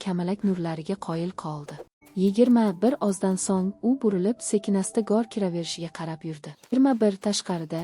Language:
Uzbek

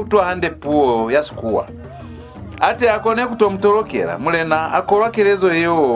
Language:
Lozi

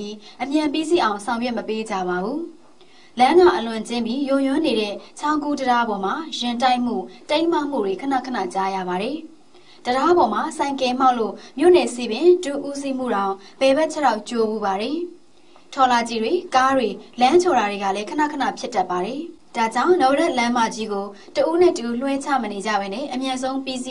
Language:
Burmese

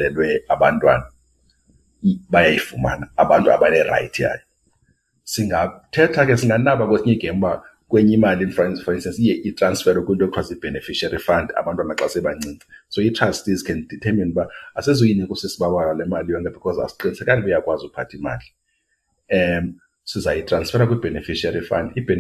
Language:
Xhosa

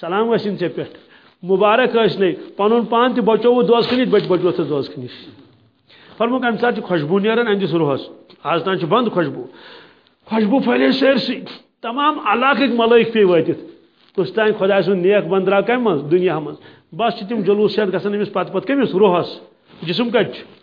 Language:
Kashmiri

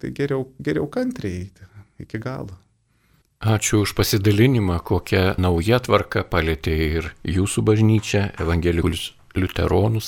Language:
Lithuanian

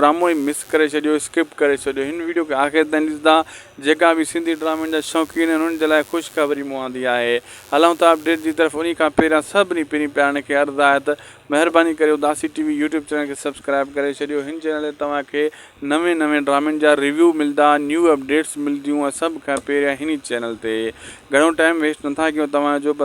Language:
Sindhi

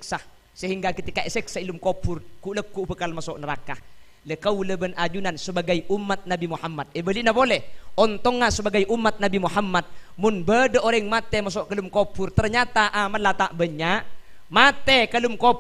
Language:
Madurese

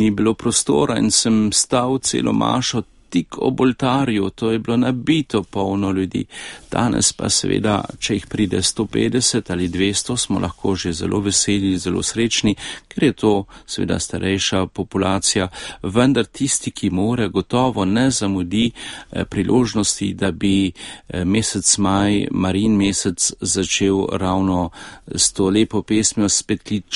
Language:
Slovenian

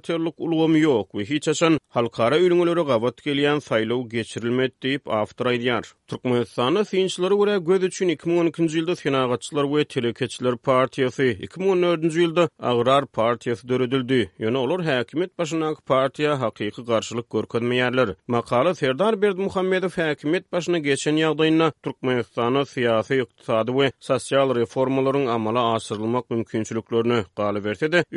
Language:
Turkmen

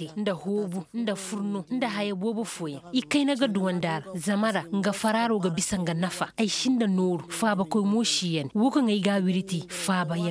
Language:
Koyraboro Senni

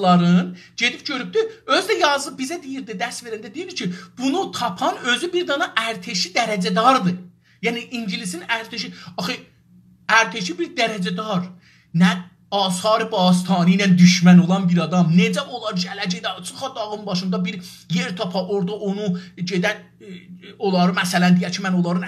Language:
South Azerbaijani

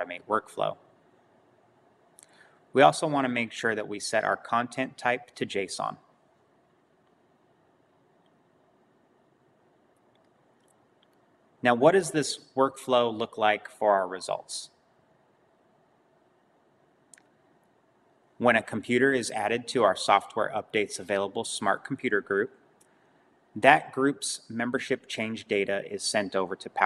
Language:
English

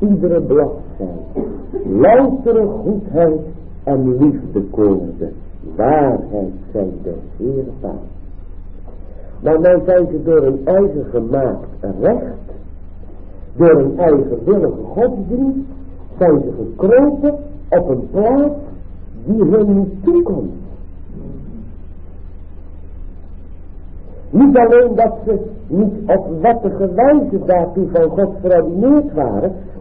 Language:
Dutch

